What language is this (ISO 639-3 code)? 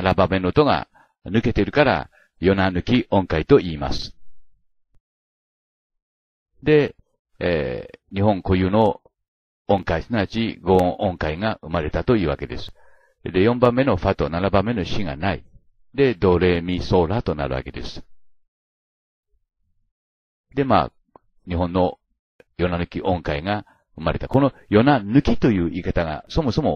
jpn